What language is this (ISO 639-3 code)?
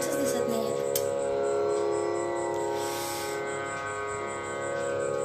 mar